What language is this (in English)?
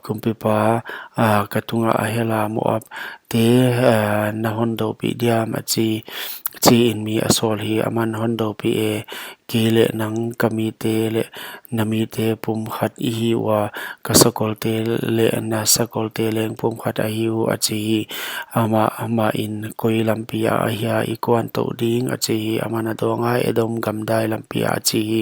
Paite Chin